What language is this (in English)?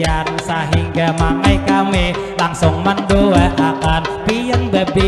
Banjar